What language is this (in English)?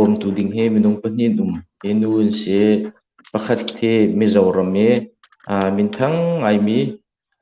Hakha Chin